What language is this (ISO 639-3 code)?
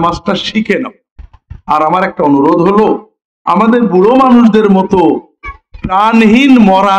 ben